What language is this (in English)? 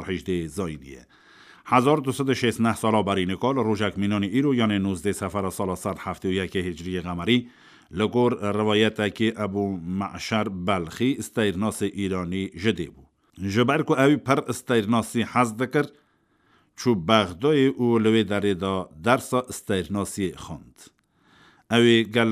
Kurdish